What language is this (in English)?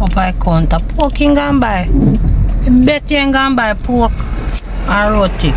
Jamaican Creole English